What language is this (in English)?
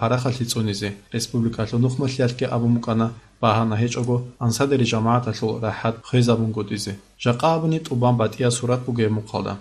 Avaric